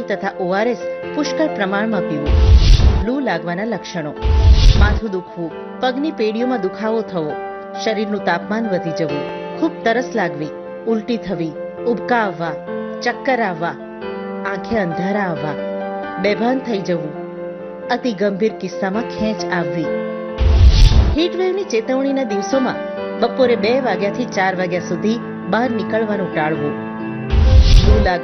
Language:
Gujarati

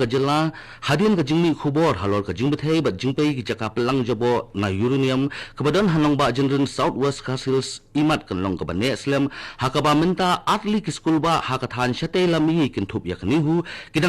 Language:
Khasi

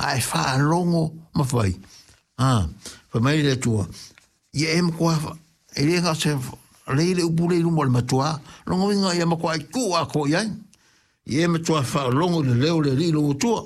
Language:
Samoan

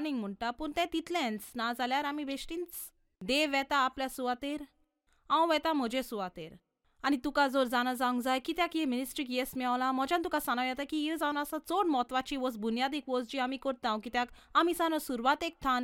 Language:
Konkani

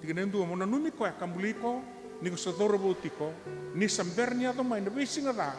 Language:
Fijian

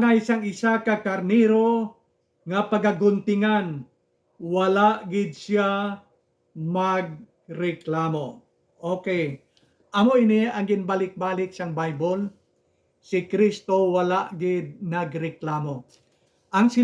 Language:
Hiligaynon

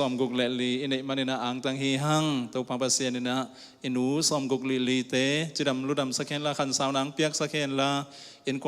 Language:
Tedim Chin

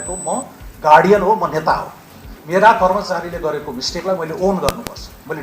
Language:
Nepali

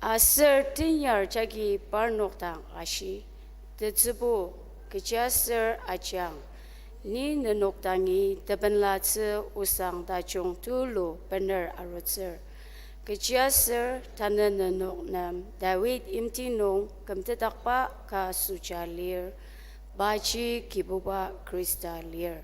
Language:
Ao Naga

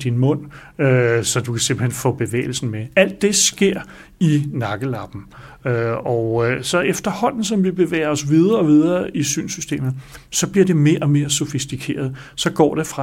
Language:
Danish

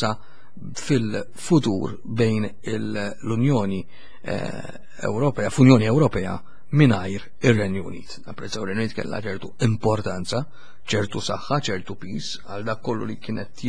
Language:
Maltese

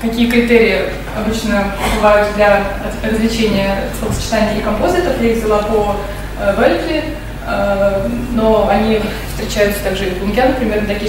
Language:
Russian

